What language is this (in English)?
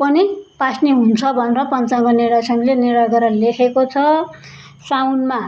Nepali